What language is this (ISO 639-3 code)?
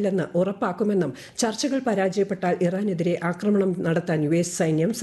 mal